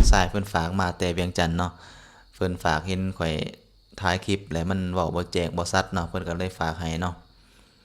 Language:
Lao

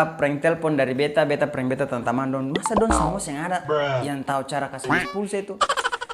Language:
Ambonese Malay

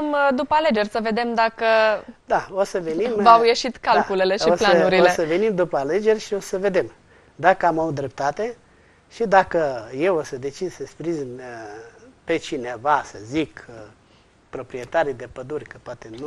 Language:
Romanian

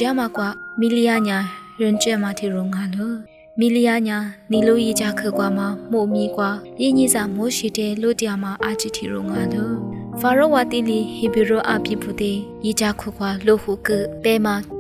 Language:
Lisu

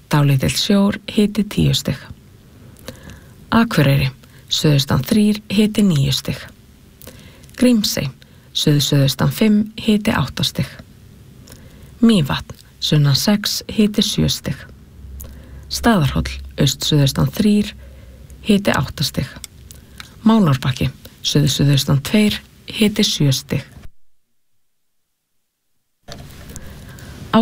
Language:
Icelandic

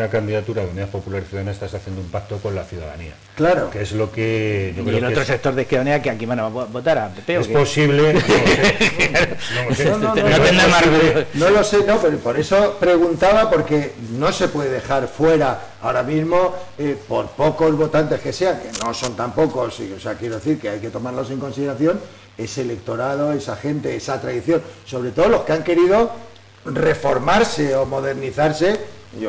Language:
Spanish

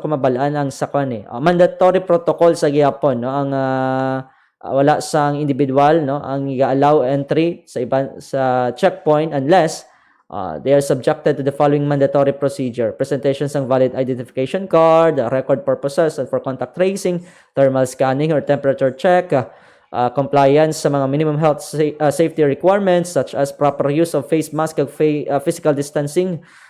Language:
Hiligaynon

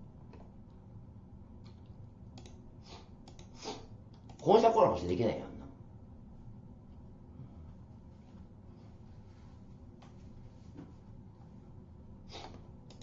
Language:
Japanese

